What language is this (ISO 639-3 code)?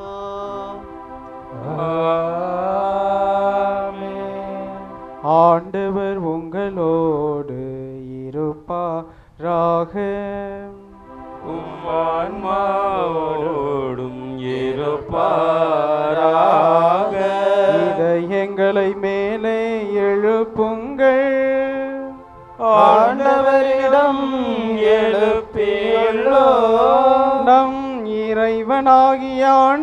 tam